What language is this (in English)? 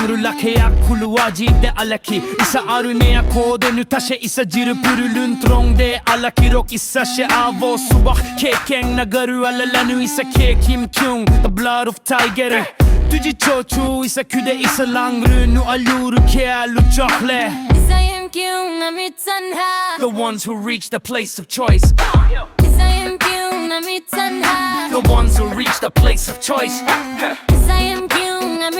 Yimchungru Naga